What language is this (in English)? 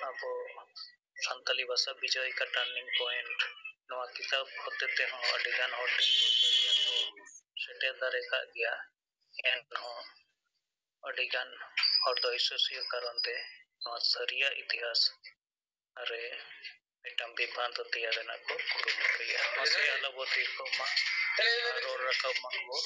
Santali